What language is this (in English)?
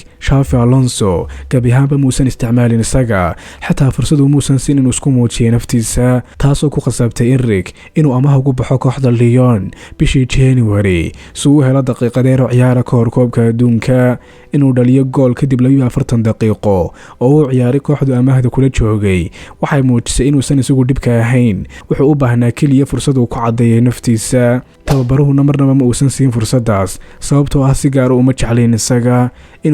Somali